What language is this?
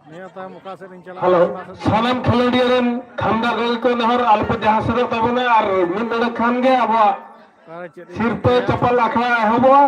Santali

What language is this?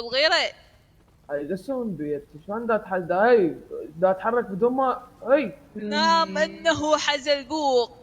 Mesopotamian Arabic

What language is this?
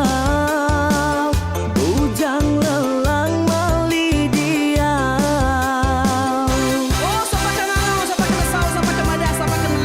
Iban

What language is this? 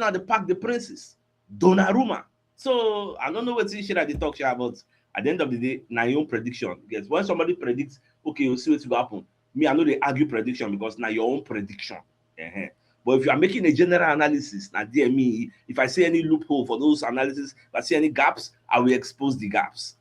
Nigerian Pidgin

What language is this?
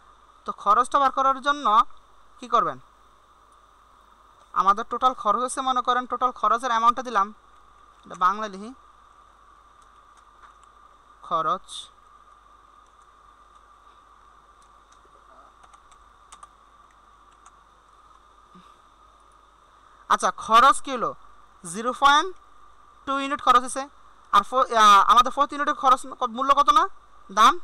Bangla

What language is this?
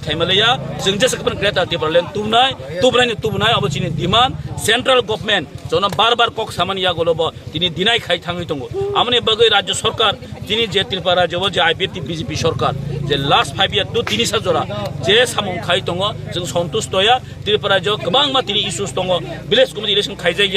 Kok Borok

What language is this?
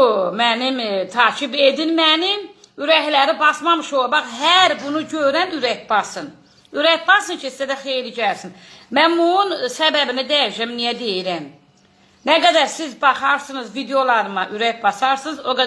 Azerbaijani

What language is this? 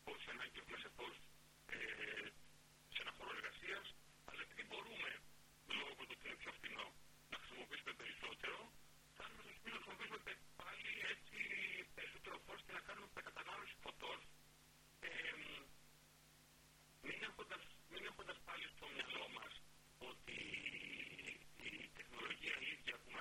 Greek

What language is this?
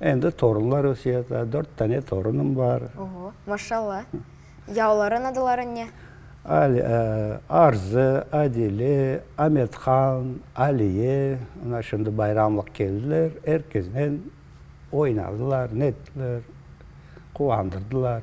Crimean Tatar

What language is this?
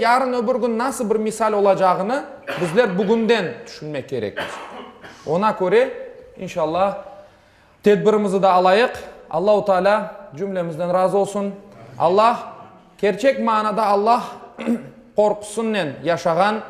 Crimean Tatar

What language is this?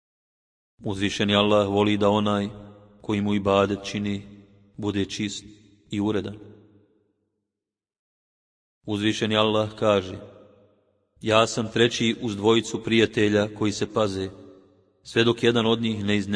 Bosnian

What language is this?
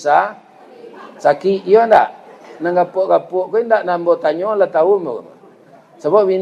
Minangkabau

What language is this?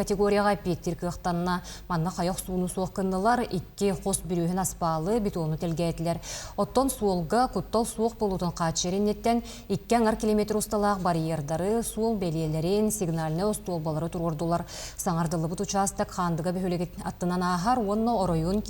Yakut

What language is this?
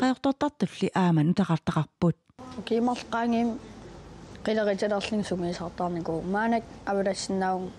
Kalaallisut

